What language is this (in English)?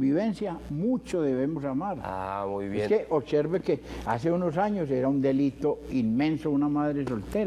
Spanish